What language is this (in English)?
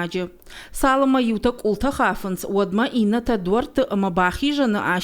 Ossetic